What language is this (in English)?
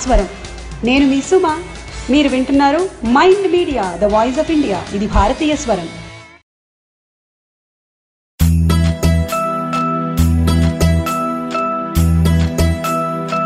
Telugu